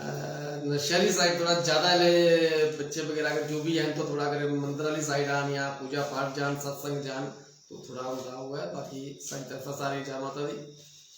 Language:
Dogri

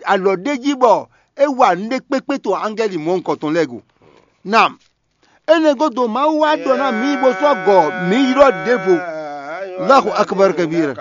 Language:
Fon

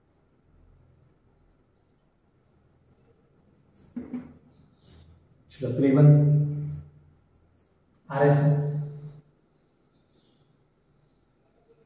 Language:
Gujarati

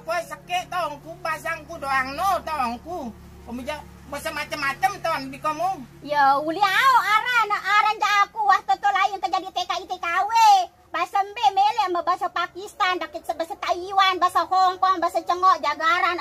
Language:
Sasak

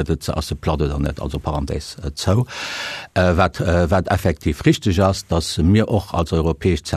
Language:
Luxembourgish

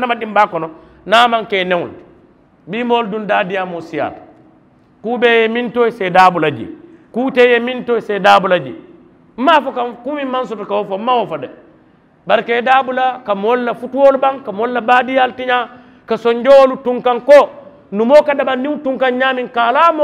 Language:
Mandingo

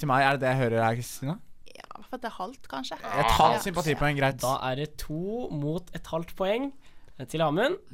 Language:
Norwegian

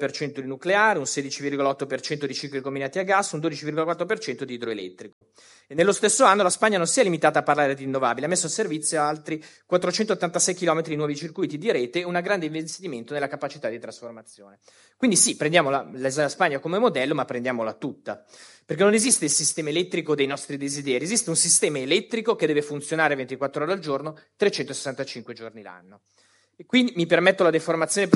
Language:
Italian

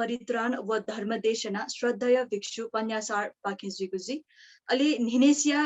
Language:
Newari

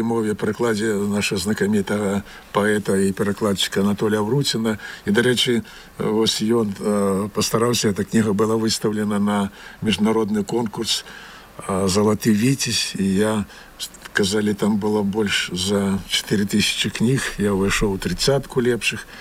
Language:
Belarusian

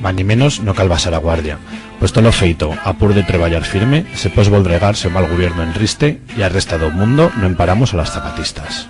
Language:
Aragonese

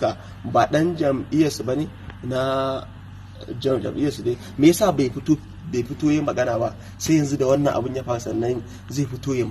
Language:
Hausa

